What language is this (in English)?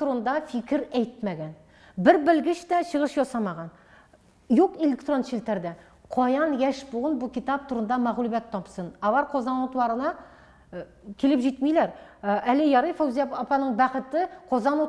Tatar